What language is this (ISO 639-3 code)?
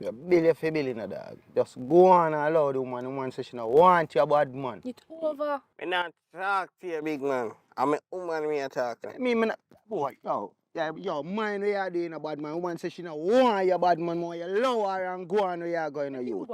jam